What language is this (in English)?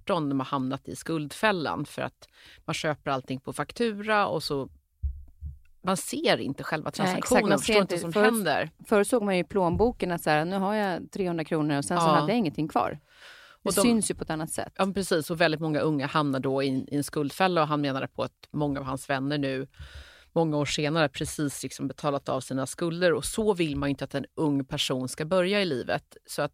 Swedish